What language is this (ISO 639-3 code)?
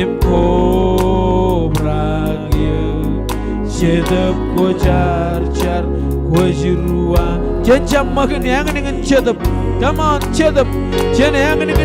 mah